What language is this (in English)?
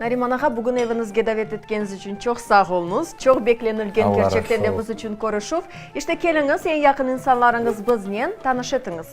Crimean Tatar